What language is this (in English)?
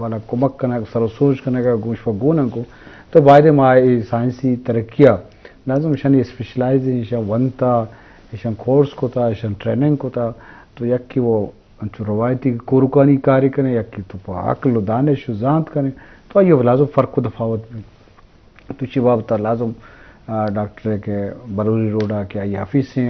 Eastern Balochi